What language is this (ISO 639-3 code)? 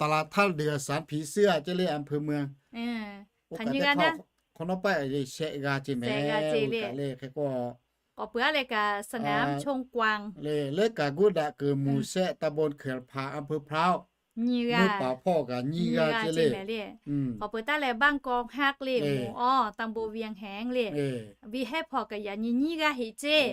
lhu